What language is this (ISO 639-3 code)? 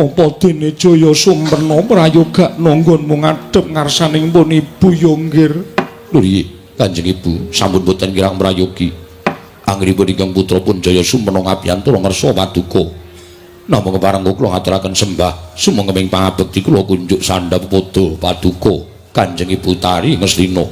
jav